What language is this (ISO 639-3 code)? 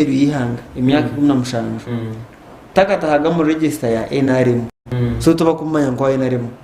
nyn